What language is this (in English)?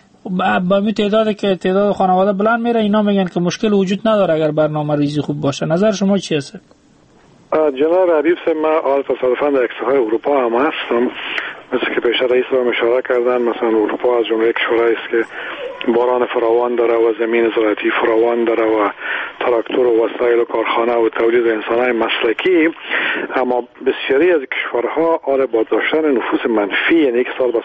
Persian